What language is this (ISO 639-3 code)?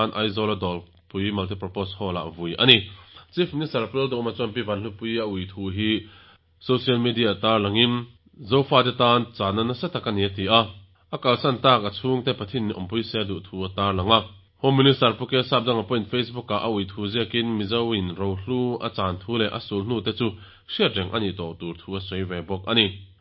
lus